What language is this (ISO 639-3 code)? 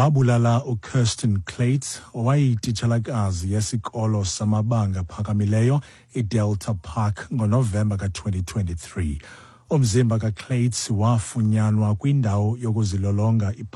xho